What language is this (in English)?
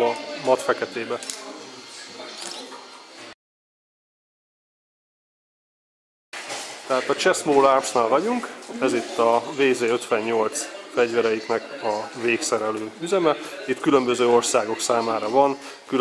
Hungarian